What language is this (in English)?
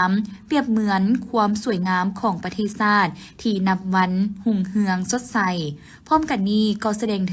Lao